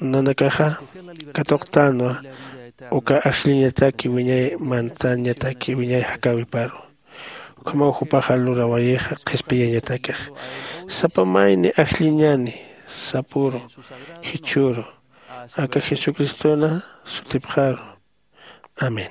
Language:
Aymara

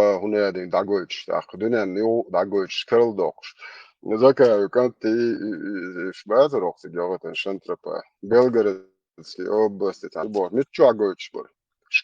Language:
Chechen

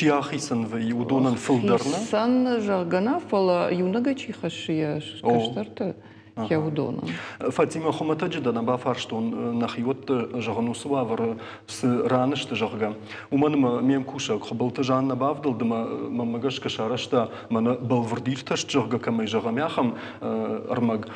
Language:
Ossetic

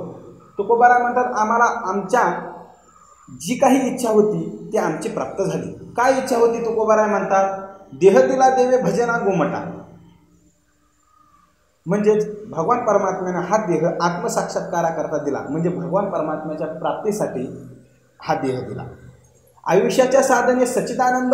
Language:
Marathi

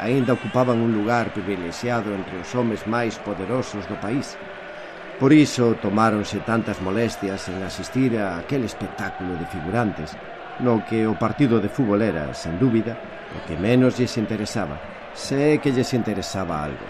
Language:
Galician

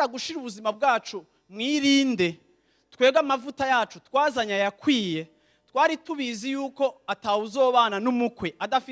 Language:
Rundi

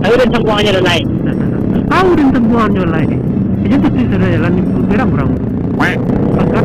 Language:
Minangkabau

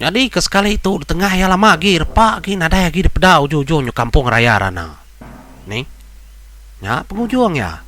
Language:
Iban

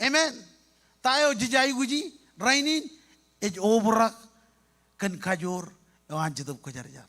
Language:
Marshallese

